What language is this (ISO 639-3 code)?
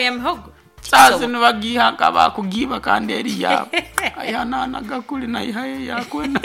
nyo